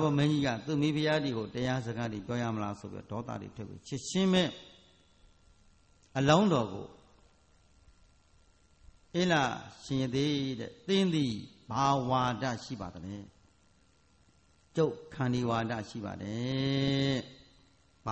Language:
Burmese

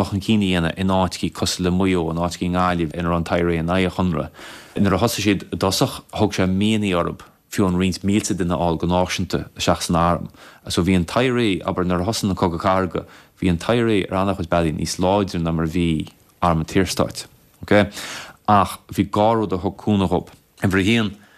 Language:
Irish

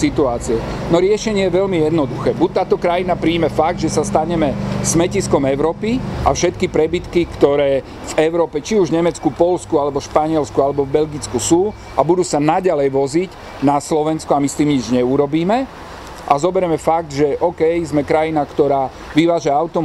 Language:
Slovak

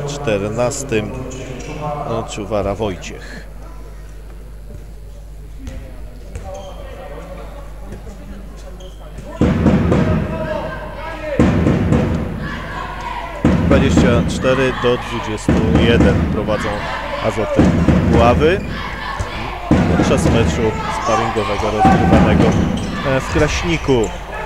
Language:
Polish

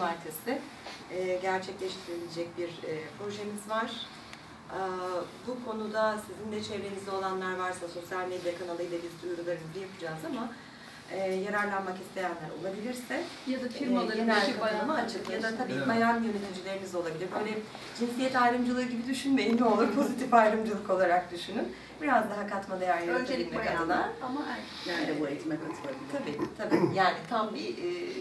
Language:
Turkish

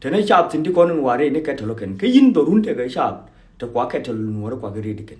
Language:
Nuer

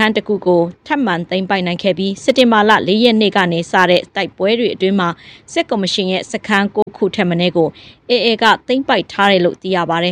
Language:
Burmese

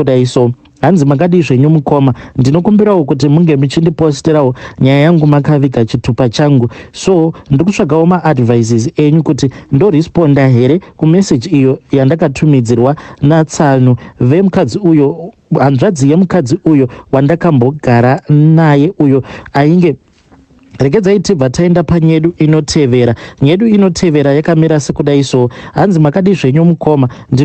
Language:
Shona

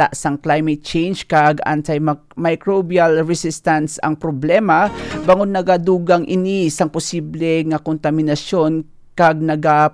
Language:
Hiligaynon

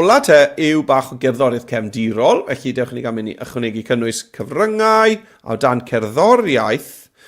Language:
Welsh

